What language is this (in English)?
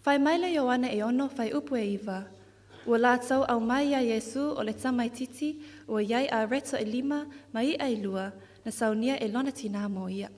Samoan